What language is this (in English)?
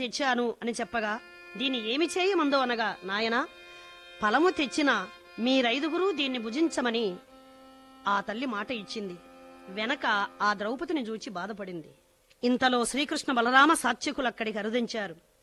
Telugu